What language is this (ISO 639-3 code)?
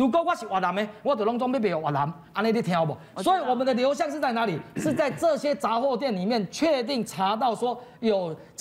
zho